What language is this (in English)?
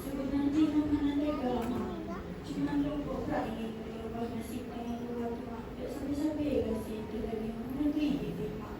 Achinese